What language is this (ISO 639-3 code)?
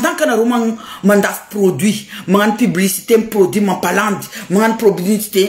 mlg